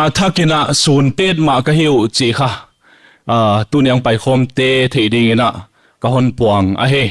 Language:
Paite Chin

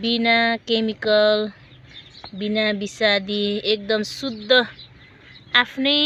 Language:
Nepali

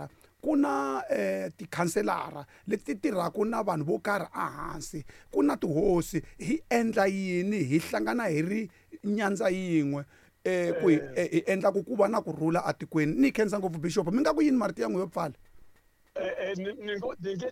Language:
Tsonga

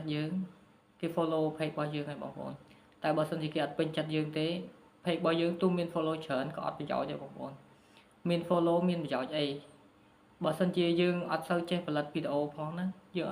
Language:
Khmer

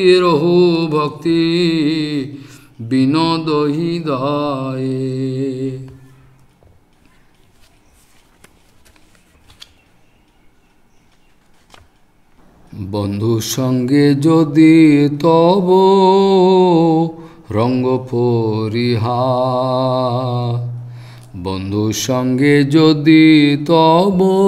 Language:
Bangla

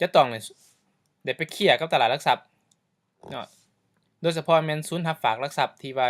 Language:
Lao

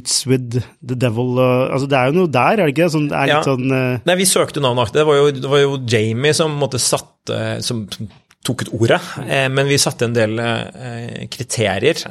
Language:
Norwegian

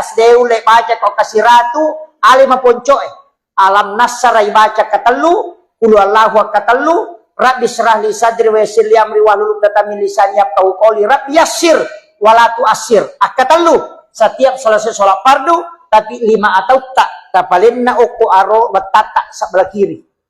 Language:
Buginese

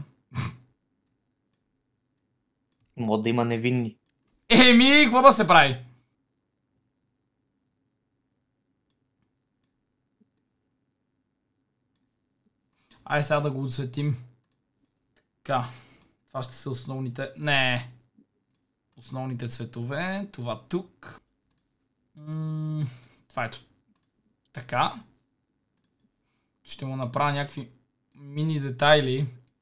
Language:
Bulgarian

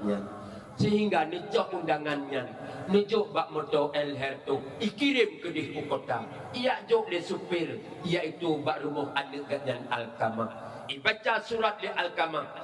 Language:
Achinese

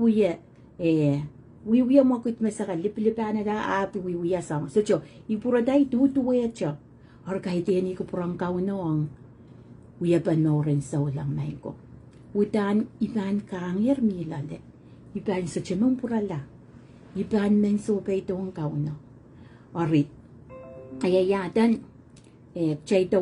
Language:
Pohnpeian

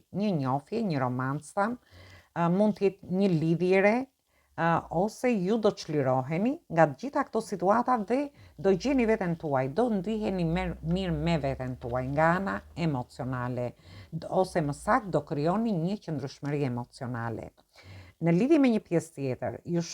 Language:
Albanian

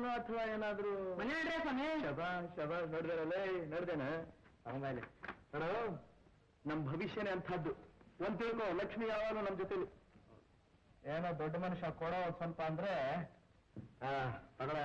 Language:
Kannada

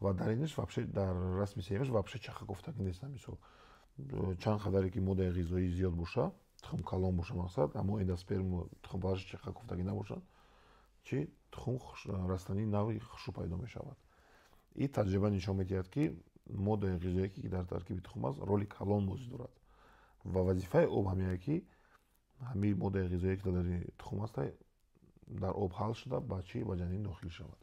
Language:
Tajik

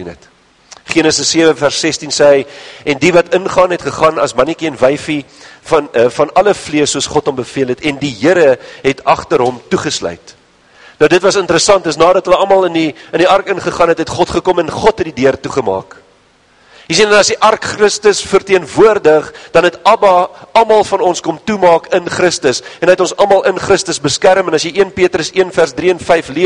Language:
Afrikaans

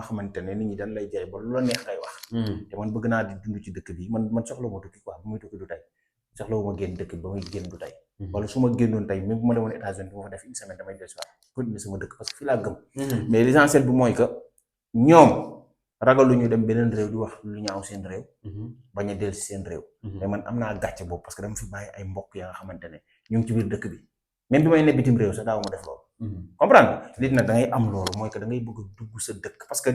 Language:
Wolof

